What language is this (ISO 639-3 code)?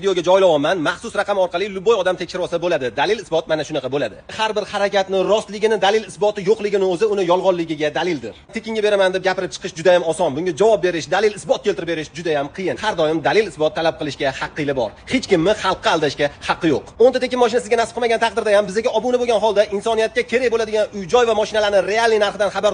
uzb